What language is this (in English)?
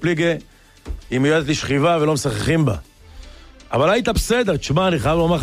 Hebrew